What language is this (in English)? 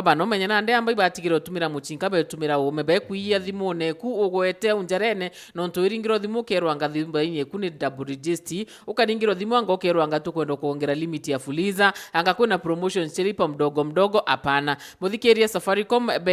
Meru